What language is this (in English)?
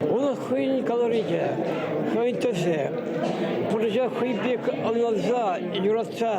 Chuvash